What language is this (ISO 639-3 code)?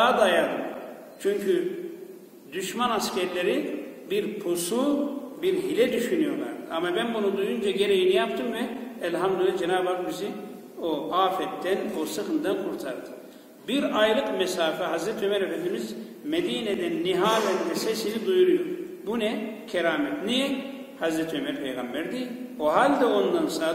tur